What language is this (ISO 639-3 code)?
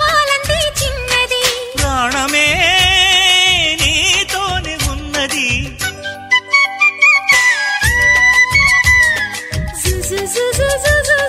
tel